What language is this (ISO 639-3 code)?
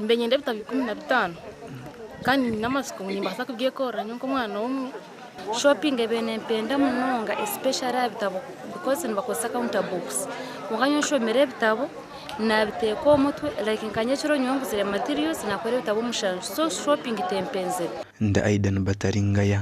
nyn